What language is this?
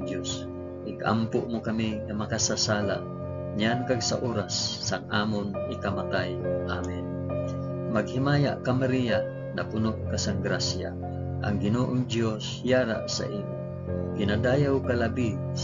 Hiligaynon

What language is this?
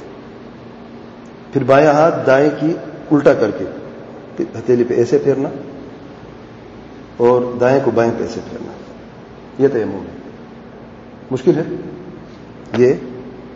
Urdu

